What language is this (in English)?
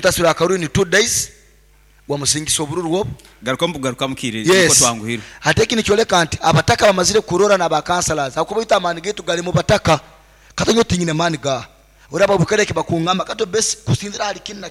Nyoro